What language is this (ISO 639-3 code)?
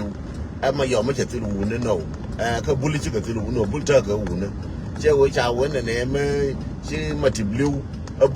nus